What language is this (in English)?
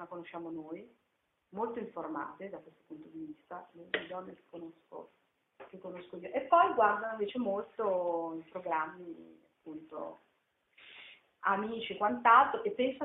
Italian